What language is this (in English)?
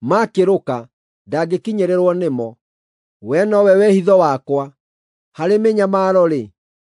Kikuyu